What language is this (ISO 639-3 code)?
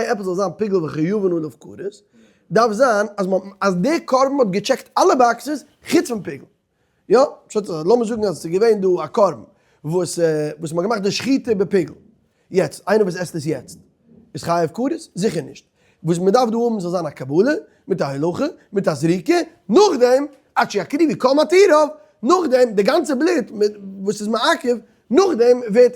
yid